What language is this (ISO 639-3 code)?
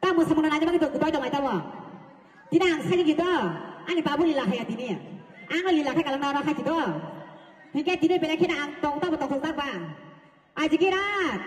trp